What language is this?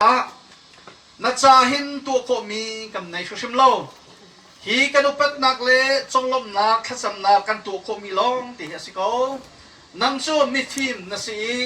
Hakha Chin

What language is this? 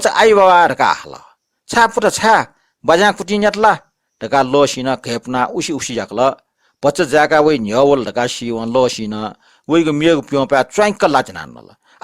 Newari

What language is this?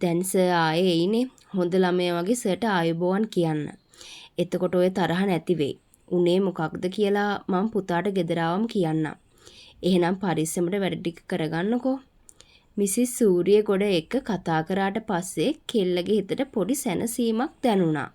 Sinhala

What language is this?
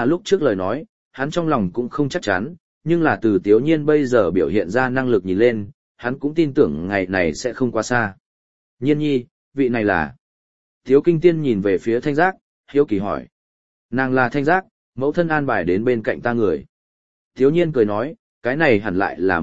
Vietnamese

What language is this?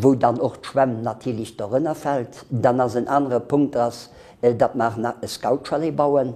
Luxembourgish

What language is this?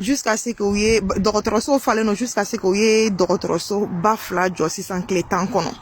Bambara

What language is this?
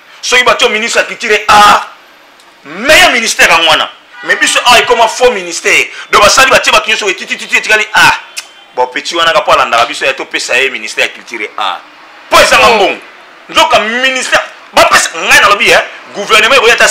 Lingala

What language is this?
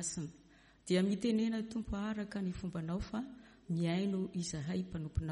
Malagasy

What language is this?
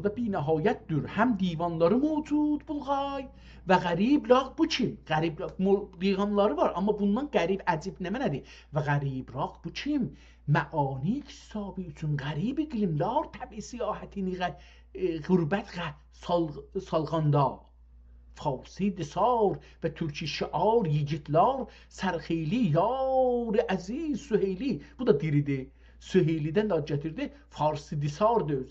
South Azerbaijani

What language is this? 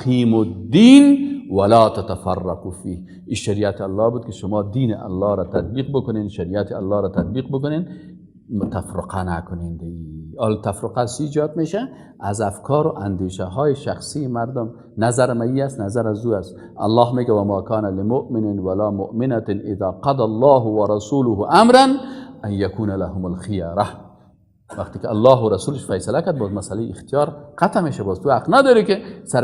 Persian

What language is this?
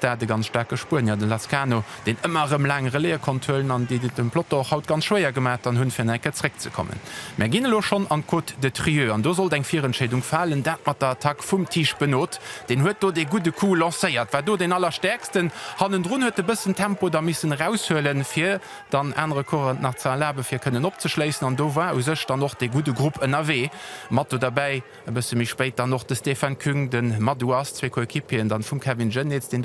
Luxembourgish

